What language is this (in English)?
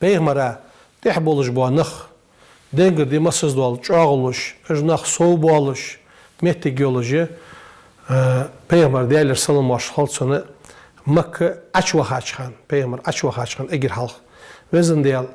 Ingush